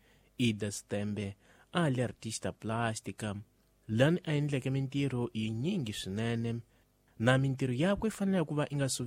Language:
Tsonga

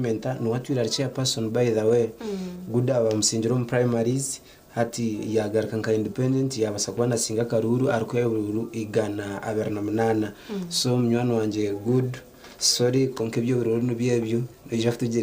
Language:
Nyankole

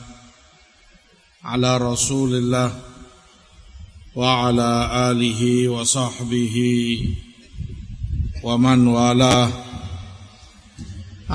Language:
Indonesian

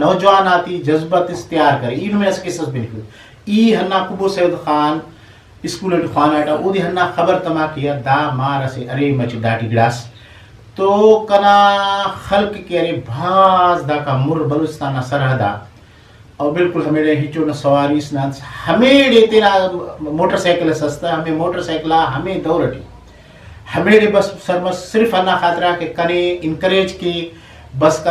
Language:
Brahui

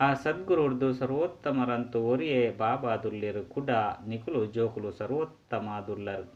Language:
Tulu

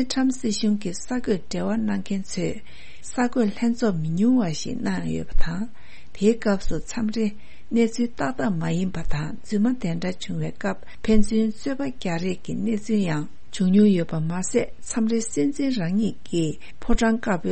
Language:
Tibetan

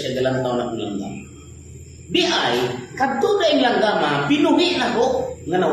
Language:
Cebuano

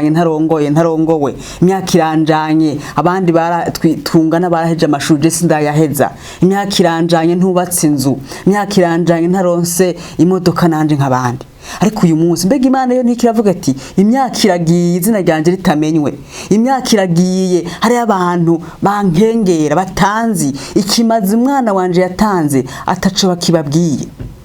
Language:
Rundi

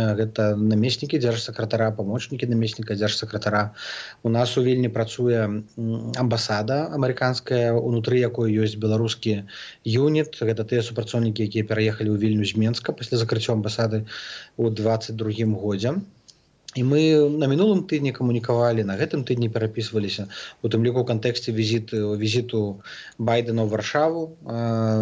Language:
Belarusian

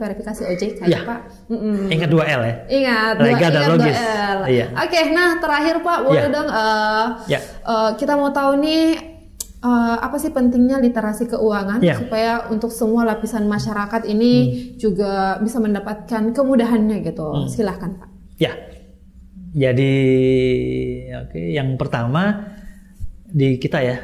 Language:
Indonesian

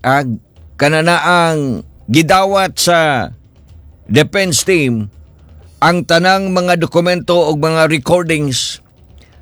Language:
Cebuano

